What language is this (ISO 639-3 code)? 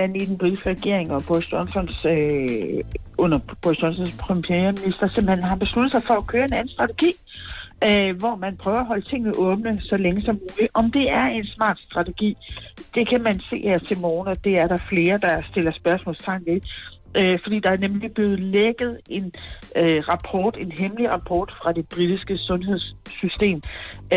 dan